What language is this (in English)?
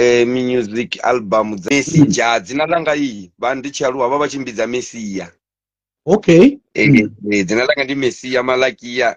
Venda